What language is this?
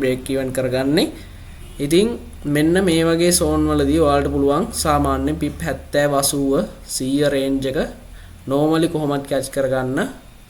Sinhala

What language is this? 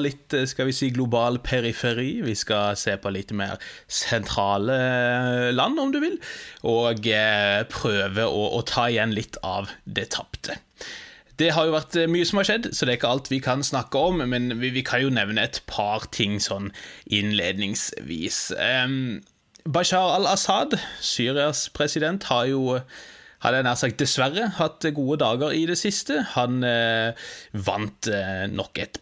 Norwegian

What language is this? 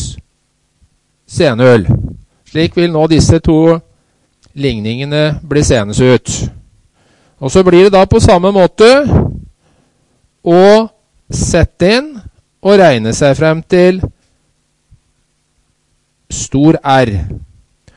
Norwegian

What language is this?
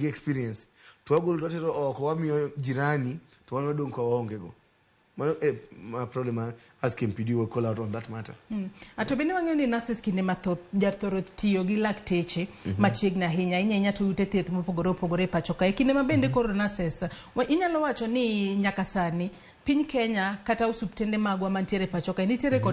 Luo (Kenya and Tanzania)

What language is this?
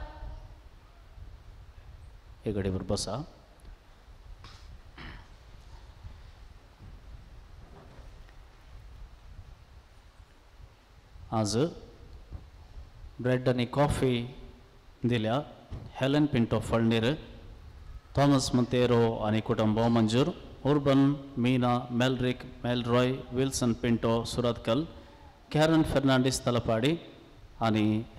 Konkani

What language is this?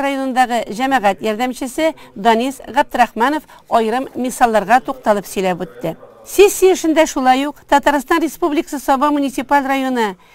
Tatar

